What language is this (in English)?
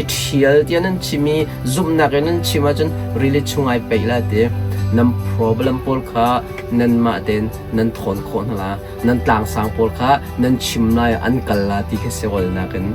Hakha Chin